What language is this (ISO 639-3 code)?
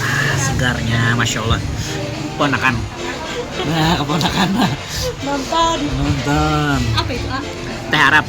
bjn